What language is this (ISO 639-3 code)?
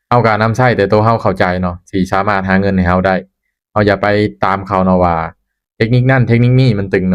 lao